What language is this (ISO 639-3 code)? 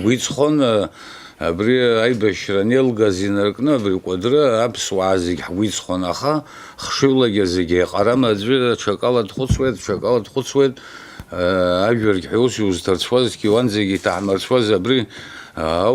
abk